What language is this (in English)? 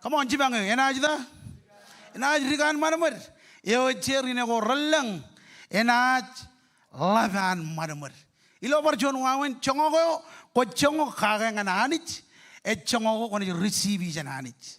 Marshallese